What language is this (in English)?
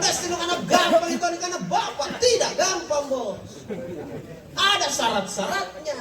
Makasar